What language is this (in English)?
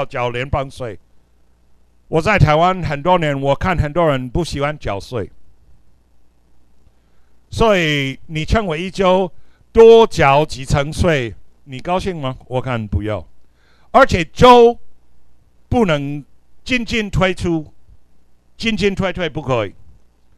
Chinese